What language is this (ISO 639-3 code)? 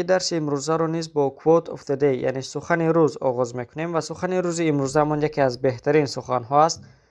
tgk